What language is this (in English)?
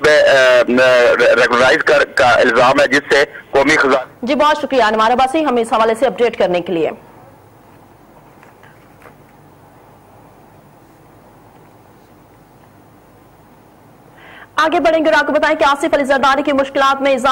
Urdu